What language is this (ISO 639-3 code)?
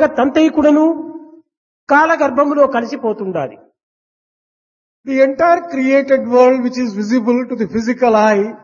tel